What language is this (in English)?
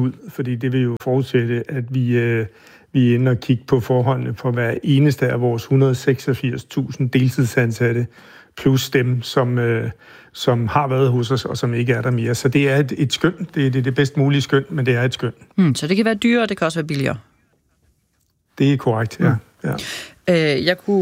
Danish